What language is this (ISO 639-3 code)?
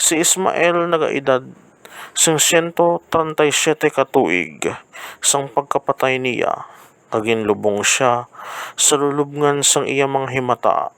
hil